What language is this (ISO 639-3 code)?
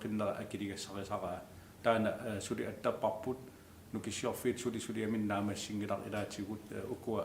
kal